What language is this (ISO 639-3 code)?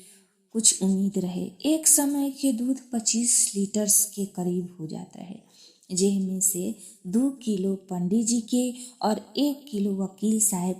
bho